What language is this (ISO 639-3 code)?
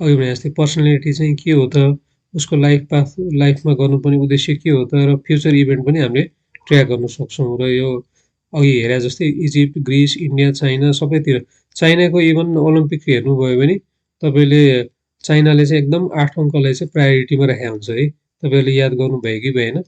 nep